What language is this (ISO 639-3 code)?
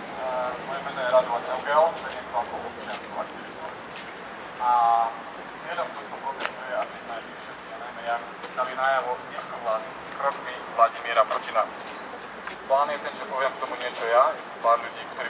slk